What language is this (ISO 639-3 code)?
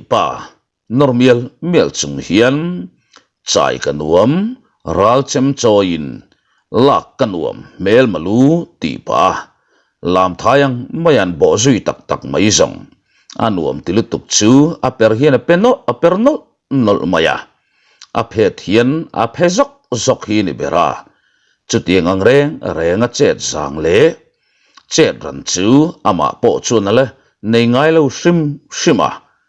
lus